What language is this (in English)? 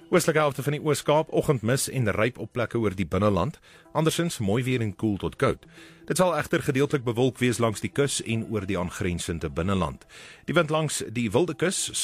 Afrikaans